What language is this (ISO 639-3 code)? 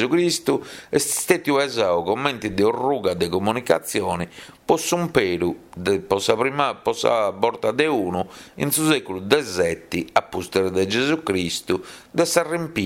srd